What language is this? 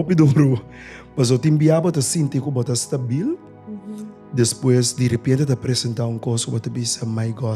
Papiamento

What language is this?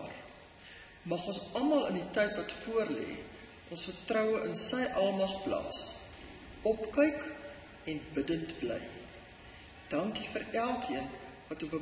Afrikaans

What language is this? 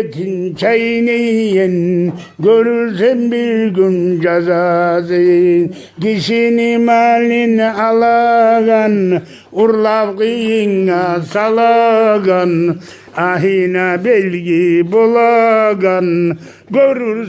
Kumyk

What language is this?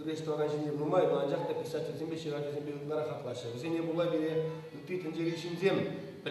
Chuvash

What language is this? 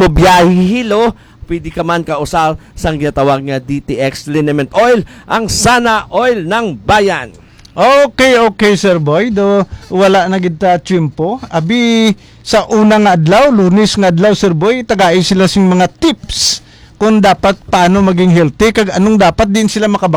Hiligaynon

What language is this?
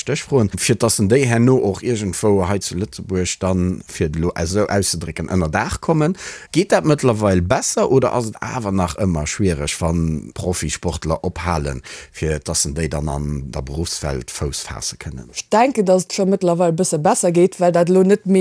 Luxembourgish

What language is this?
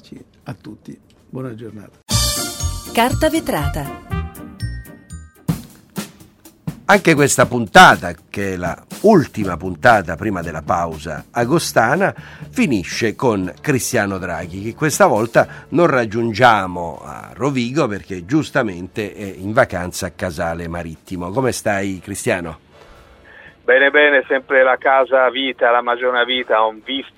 Italian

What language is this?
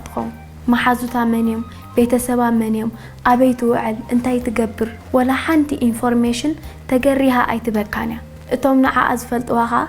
Tigrinya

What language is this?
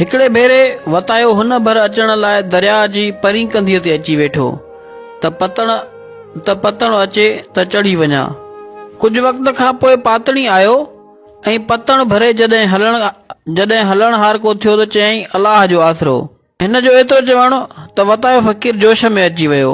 Sindhi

